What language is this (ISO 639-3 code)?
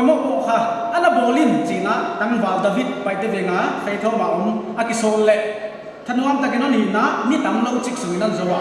pck